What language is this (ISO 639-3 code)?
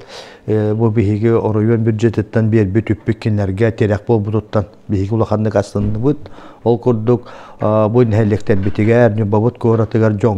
sah